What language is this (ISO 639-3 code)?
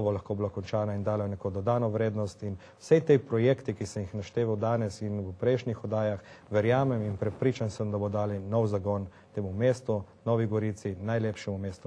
slv